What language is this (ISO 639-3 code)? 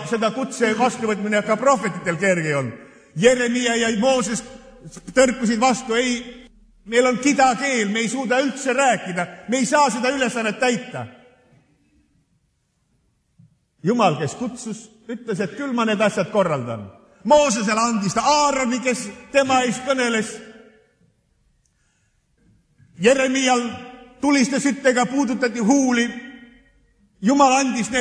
est